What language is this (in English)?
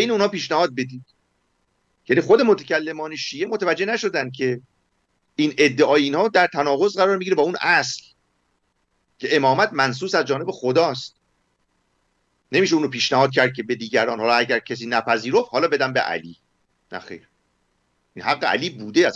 Persian